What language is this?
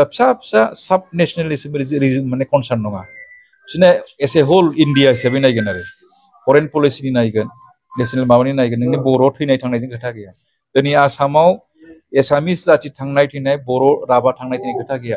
Bodo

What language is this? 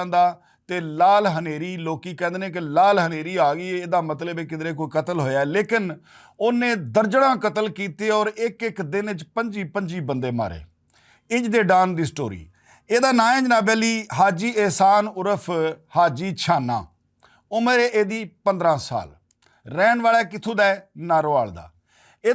Western Panjabi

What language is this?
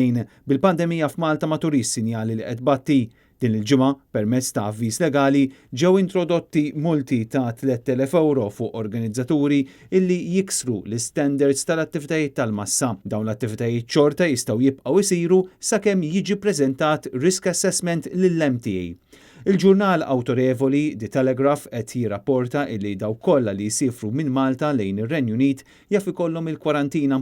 Maltese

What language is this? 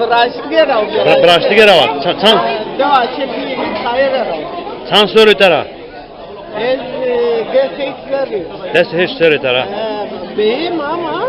Zaza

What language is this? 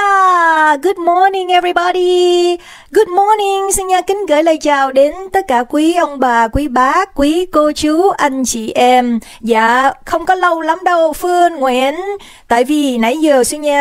Vietnamese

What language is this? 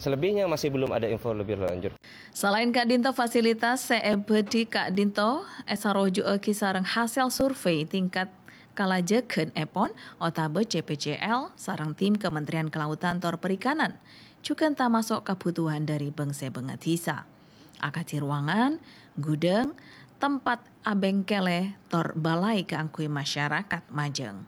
Madurese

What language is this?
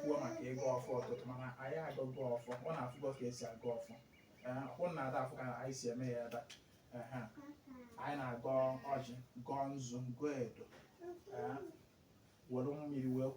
Igbo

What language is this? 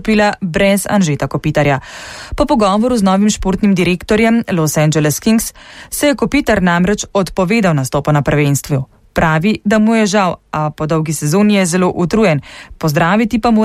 Slovenian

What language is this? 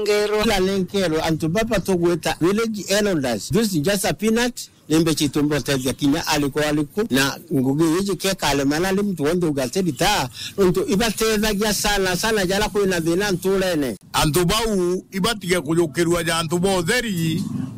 Meru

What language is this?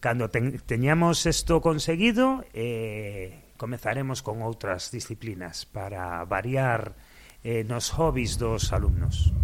Galician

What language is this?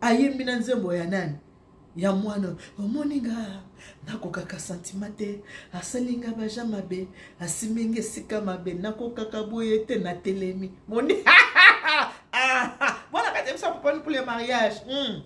Lingala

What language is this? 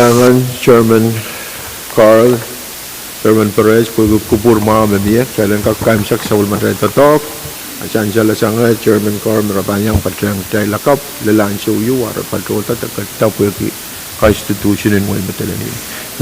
Pohnpeian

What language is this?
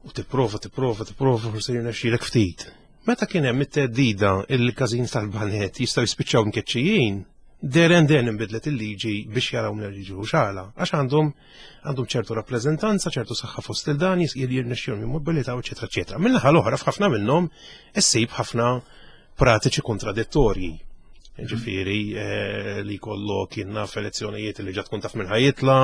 Maltese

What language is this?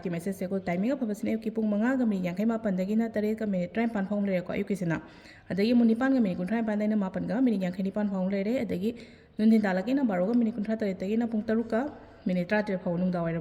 Manipuri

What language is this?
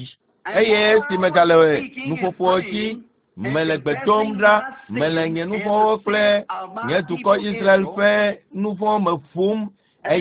Ewe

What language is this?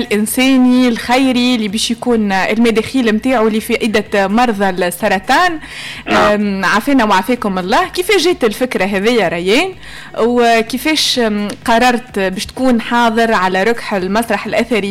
Tunisian Arabic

